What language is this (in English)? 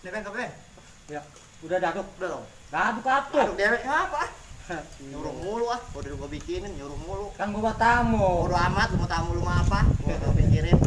Betawi